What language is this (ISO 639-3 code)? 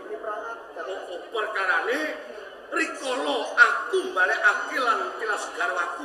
jav